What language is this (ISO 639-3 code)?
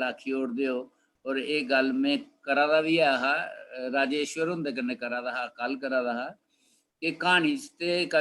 doi